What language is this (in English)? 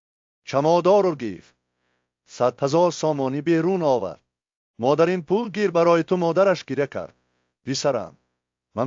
Tajik